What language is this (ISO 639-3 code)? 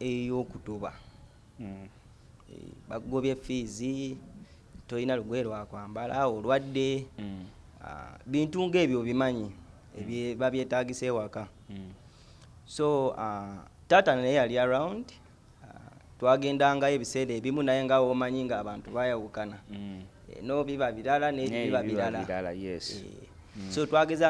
lug